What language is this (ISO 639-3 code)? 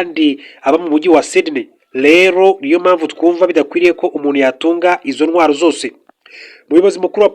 kin